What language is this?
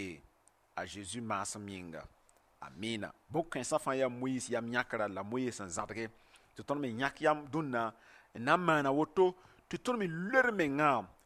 Mossi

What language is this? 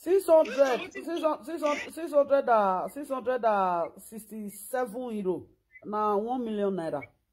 Nigerian Pidgin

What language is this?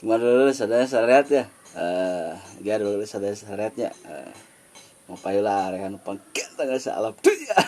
Sundanese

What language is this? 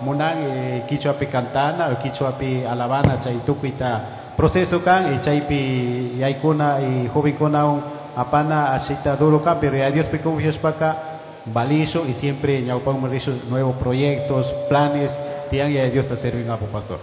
Chimborazo Highland Quichua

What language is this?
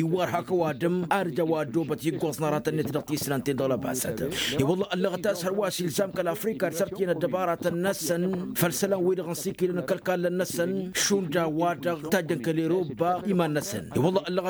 Tamasheq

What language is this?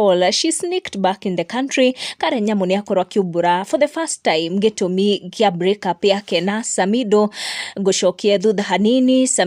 Kikuyu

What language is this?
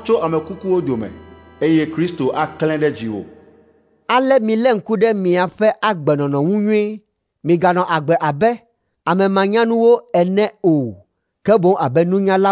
Ewe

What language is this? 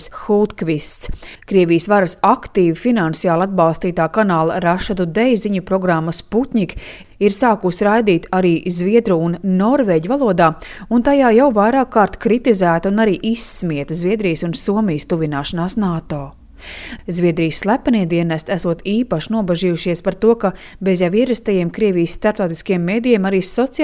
Latvian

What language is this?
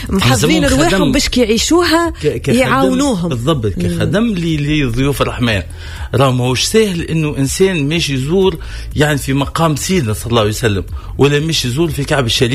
Tunisian Arabic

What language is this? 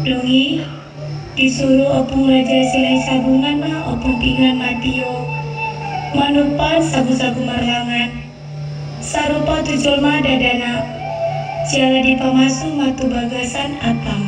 Batak Toba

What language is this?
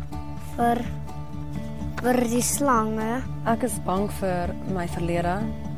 Afrikaans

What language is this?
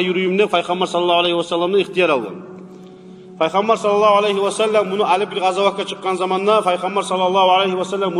Kumyk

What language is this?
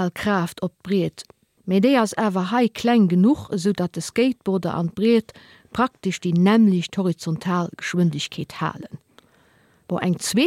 Luxembourgish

